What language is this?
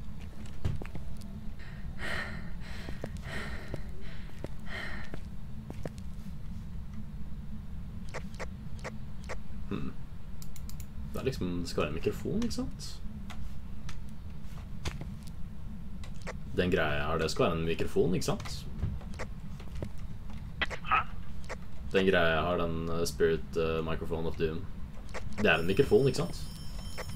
Norwegian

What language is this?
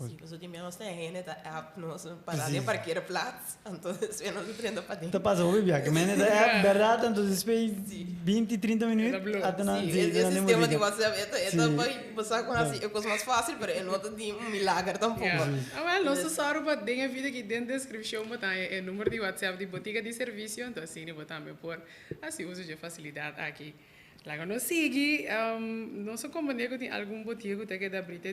Papiamento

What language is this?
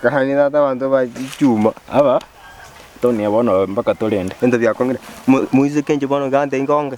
Gusii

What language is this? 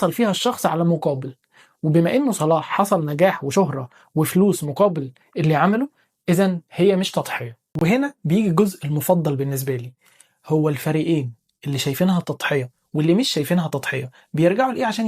Egyptian Arabic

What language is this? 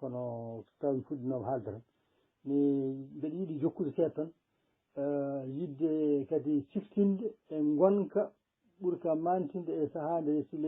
Fula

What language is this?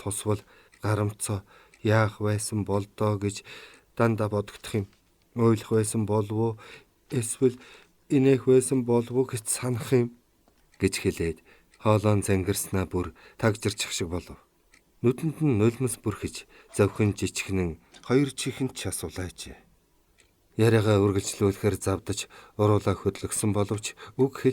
Mongolian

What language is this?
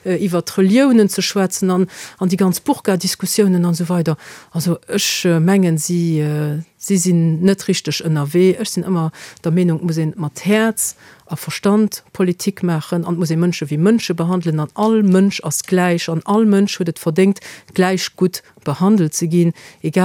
Luxembourgish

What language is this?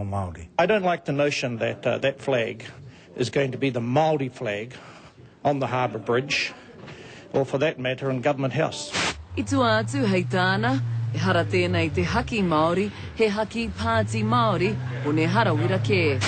Māori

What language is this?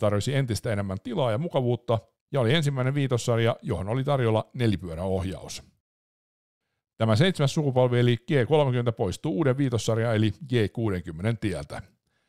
Finnish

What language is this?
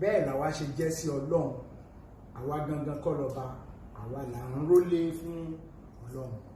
Yoruba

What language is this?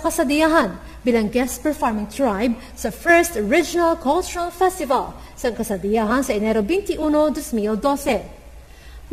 Hiligaynon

